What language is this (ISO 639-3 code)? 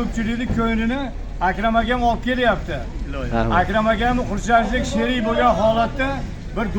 uzb